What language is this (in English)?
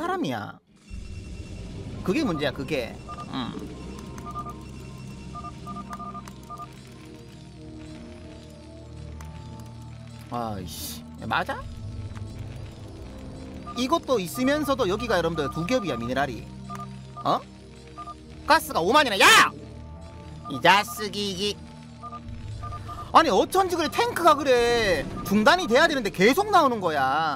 Korean